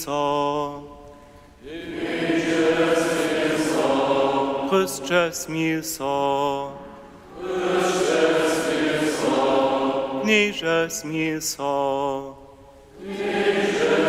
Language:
Upper Sorbian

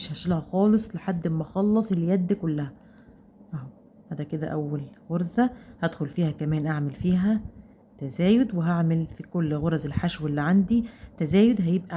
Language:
Egyptian Arabic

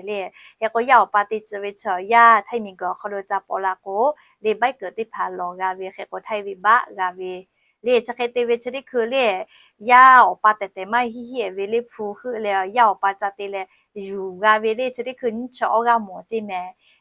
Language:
Lahu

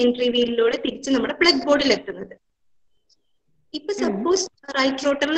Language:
Malayalam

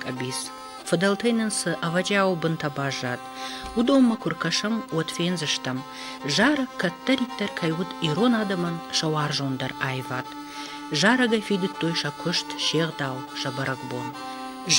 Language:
Ossetic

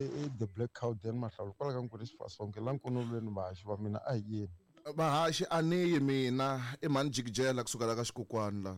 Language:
Tsonga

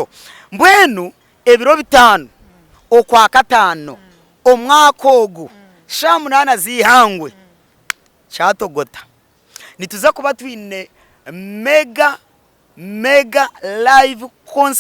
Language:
Nyankole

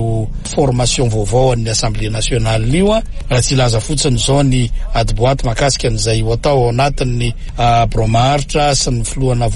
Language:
Malagasy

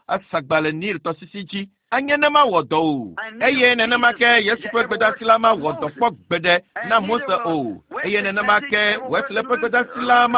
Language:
Ewe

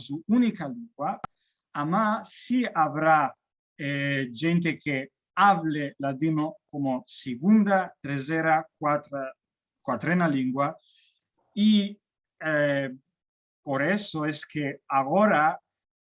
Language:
Ladino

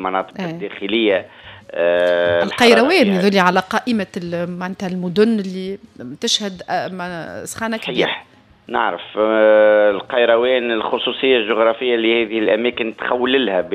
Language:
Tunisian Arabic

